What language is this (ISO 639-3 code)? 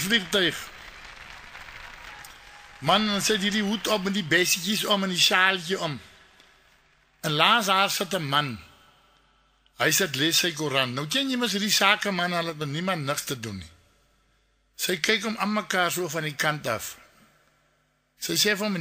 afr